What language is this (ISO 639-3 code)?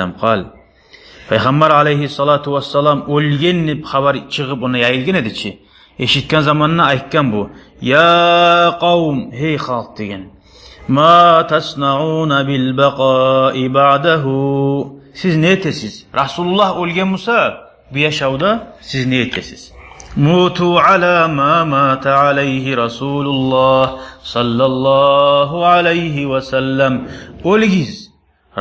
kum